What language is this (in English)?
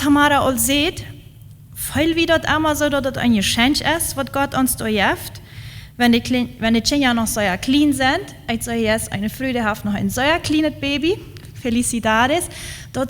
Plautdietsch